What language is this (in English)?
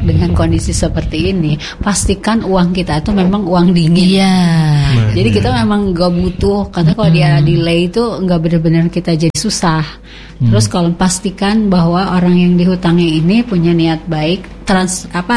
Indonesian